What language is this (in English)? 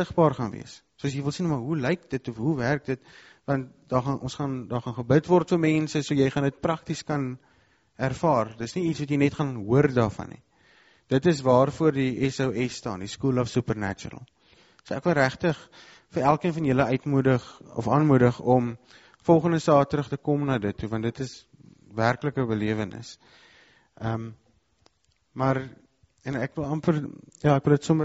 Afrikaans